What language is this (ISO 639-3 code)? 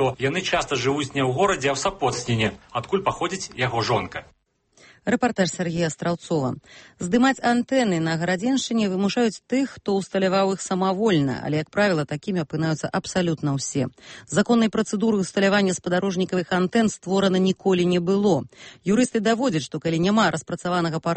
bel